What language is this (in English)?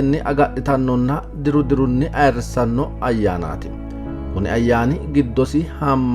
Sidamo